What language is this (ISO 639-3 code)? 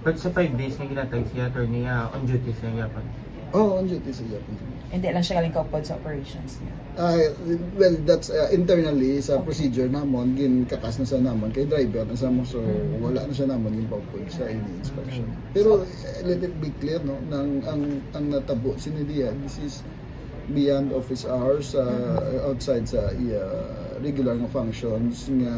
hil